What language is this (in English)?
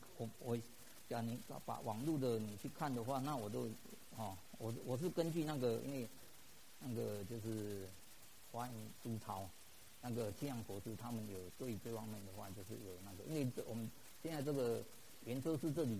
Chinese